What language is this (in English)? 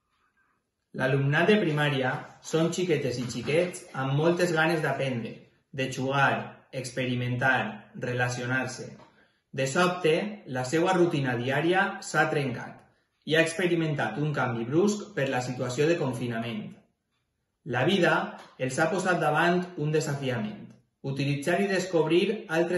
Catalan